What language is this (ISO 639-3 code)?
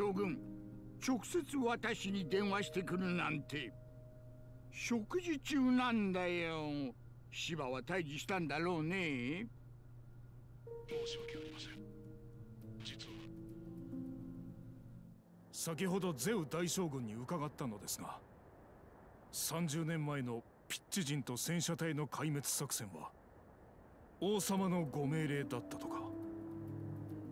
jpn